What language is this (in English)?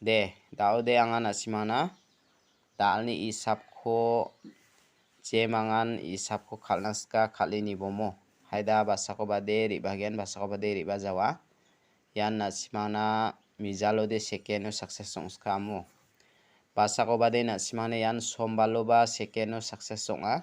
Garo